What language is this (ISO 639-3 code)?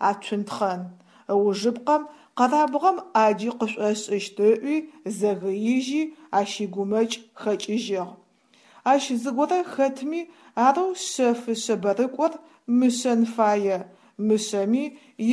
ady